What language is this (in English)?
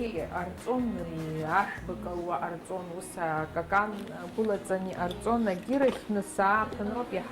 Abkhazian